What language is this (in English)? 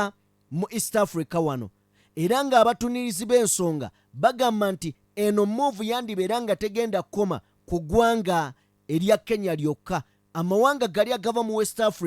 Ganda